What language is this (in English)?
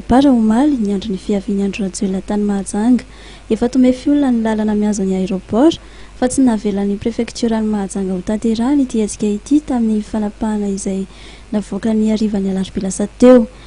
Malagasy